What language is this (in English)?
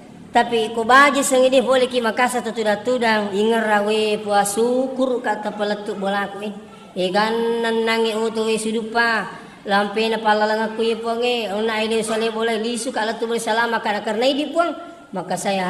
Buginese